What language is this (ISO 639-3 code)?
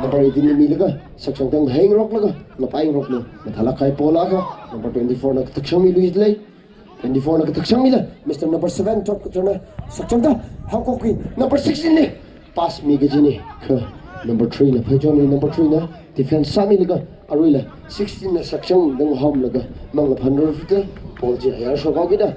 nmf